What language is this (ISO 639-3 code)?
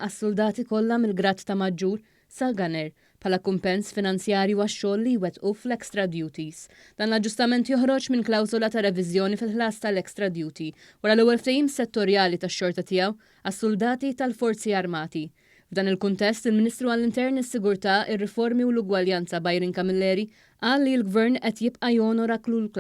mlt